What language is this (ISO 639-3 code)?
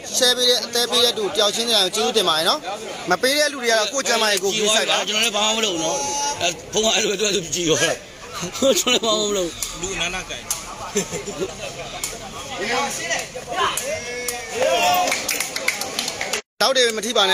mya